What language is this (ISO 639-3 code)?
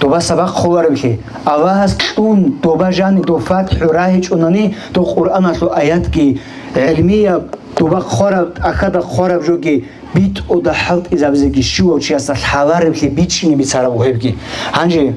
ava